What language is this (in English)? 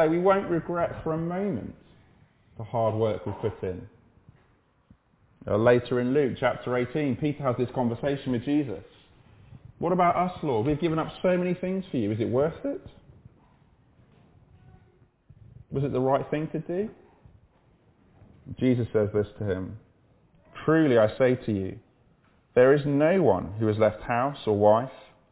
English